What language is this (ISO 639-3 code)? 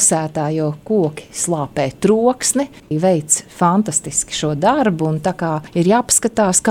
lav